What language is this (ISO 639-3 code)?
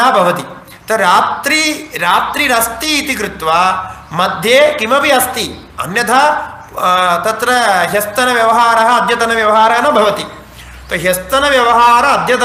san